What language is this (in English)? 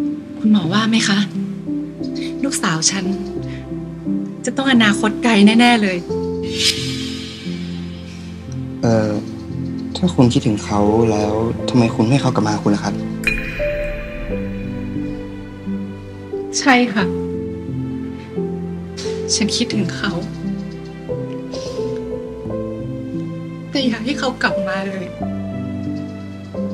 Thai